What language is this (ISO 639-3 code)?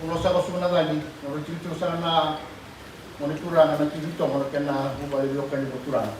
fij